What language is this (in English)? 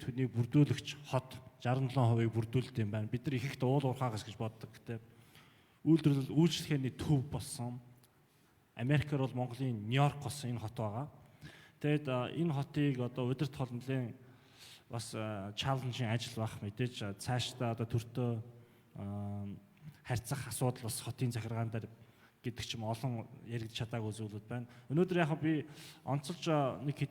Mongolian